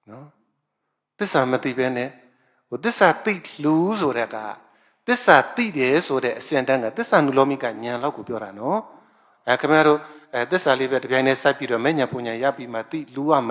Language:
Burmese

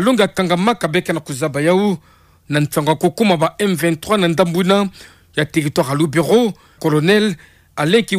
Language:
Kituba (Democratic Republic of Congo)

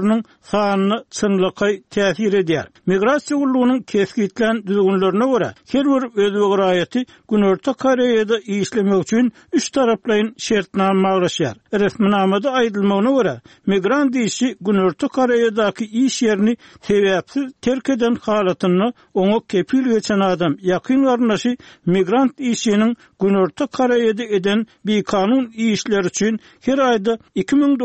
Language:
Turkmen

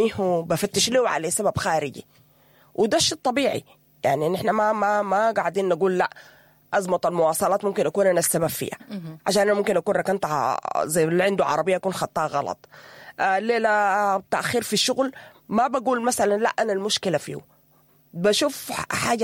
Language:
Sudanese Arabic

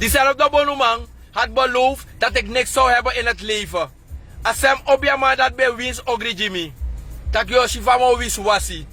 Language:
Sranan Tongo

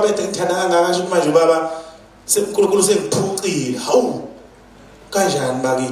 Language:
Zulu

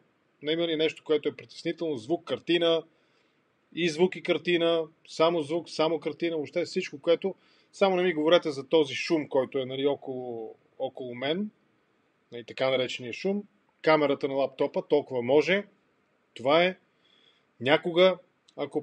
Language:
Bulgarian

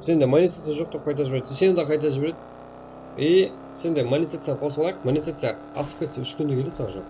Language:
Kara-Kalpak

